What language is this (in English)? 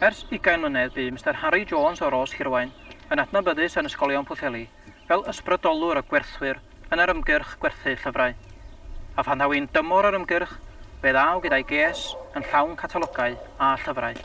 Welsh